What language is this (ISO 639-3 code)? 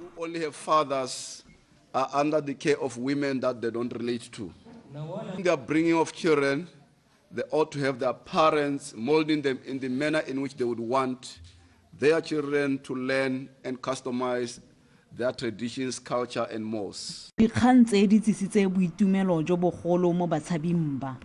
tsn